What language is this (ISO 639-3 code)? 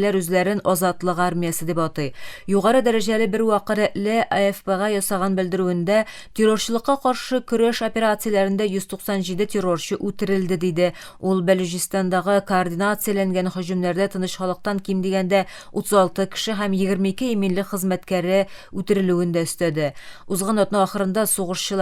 tat